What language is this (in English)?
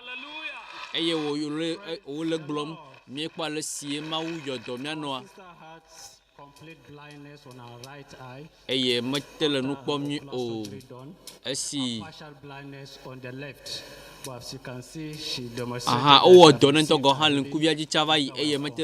Ewe